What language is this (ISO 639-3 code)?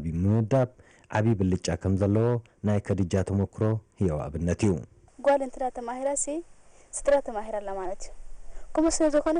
tir